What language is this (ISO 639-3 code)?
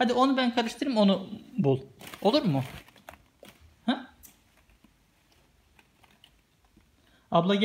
tur